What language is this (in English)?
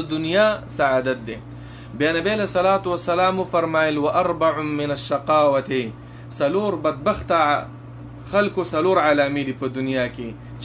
Pashto